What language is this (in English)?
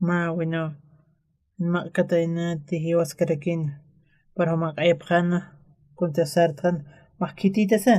Aymara